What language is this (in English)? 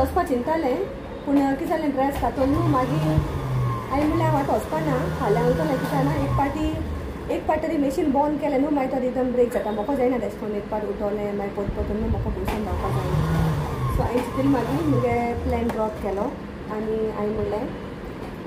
Konkani